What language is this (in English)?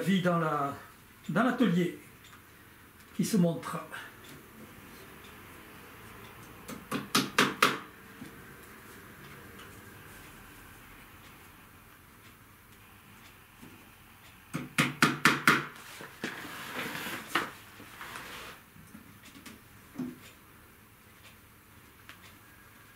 French